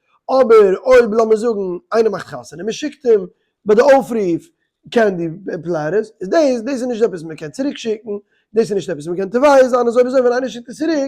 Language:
Yiddish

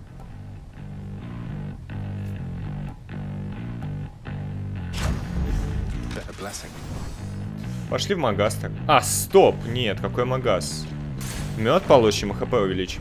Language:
Russian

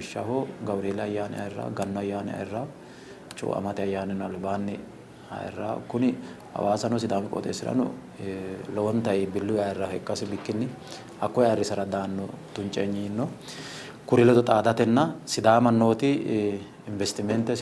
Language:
Sidamo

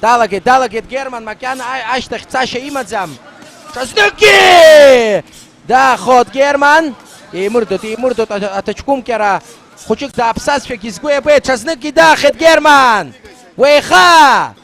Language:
Abkhazian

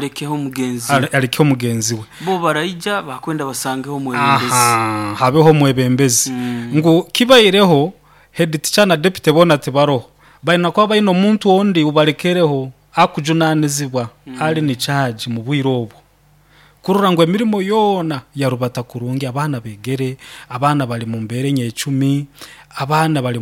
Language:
Nyankole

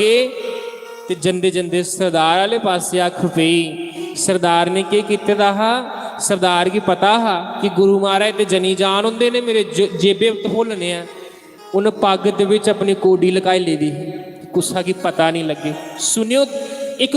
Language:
Dogri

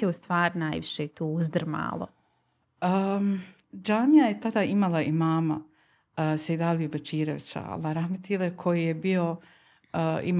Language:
Bosnian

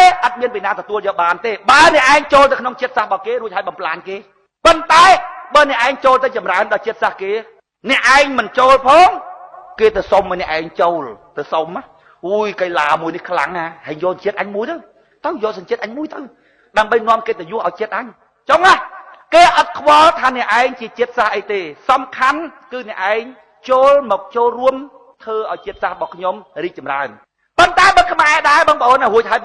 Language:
Khmer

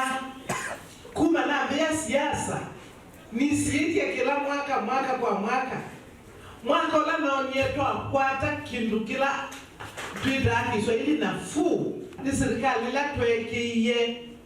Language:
Kamba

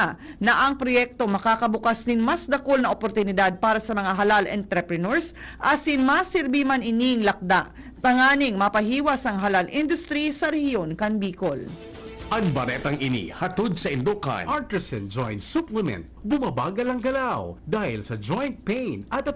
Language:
Bikol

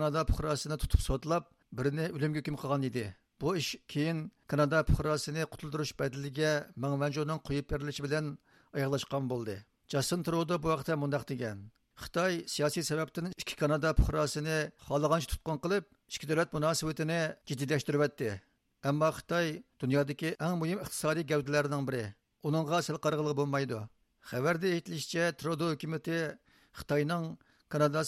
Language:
Uyghur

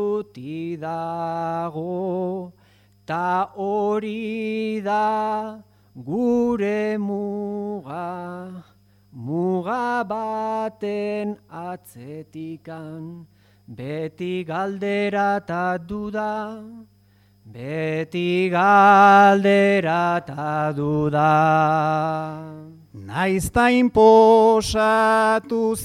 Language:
Basque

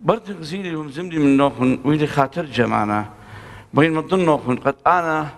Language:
Assyrian Neo-Aramaic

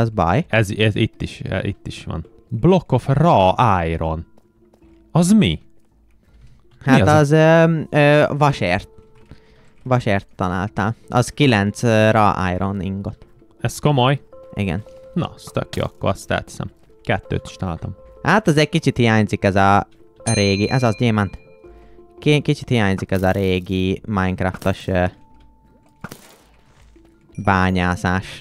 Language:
Hungarian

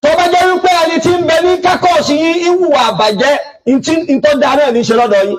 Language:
Yoruba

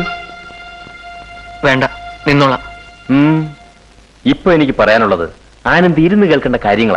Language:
Malayalam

